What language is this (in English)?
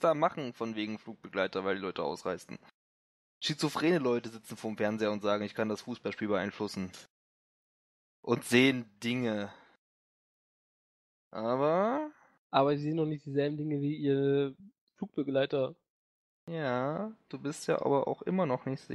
German